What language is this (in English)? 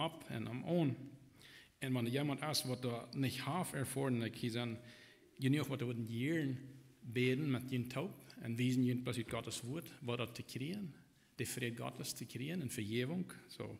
Plautdietsch